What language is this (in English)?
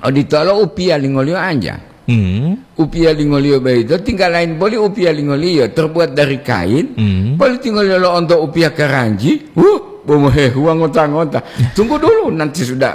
Gorontalo